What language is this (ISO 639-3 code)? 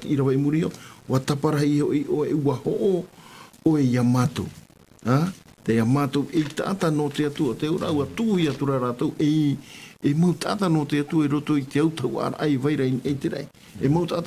tah